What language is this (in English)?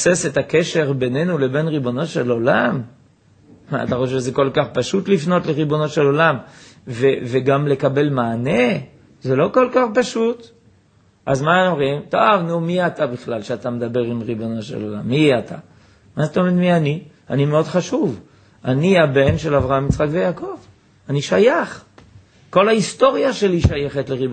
Hebrew